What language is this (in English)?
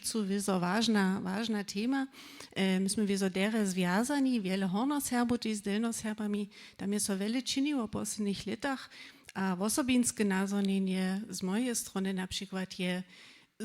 Upper Sorbian